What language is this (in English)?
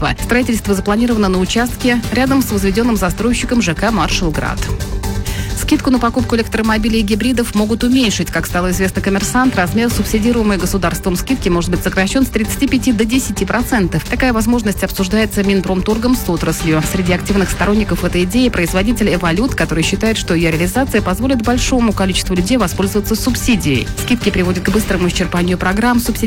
Russian